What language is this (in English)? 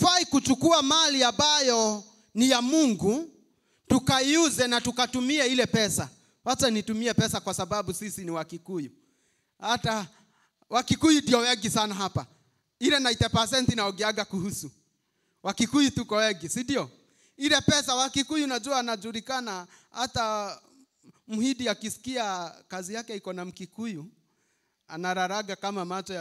Swahili